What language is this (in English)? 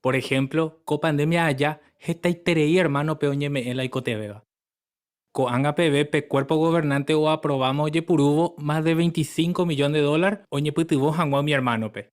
Guarani